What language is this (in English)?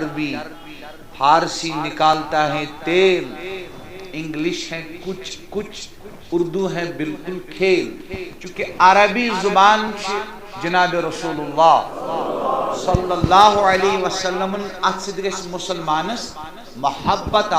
Kashmiri